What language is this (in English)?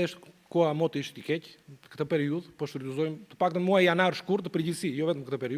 Albanian